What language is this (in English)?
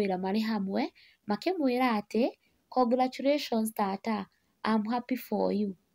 Kikuyu